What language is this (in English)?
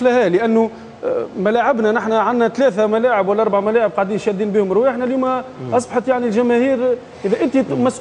Tunisian Arabic